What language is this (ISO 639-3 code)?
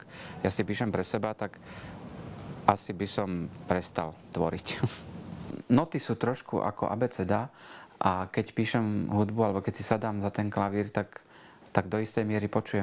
slk